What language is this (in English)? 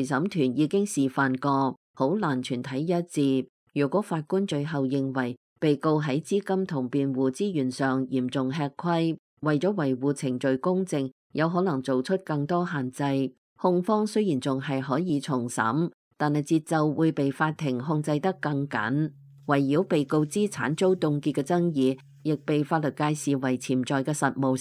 Cantonese